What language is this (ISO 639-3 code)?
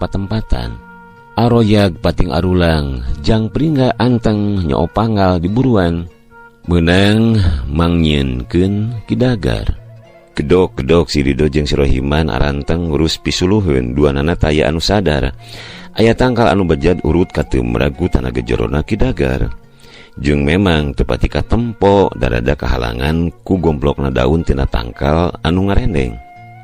sun